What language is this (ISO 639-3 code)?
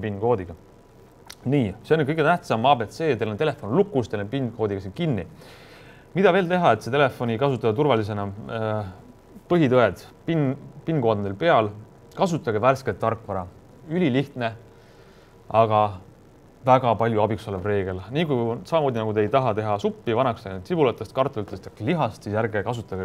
est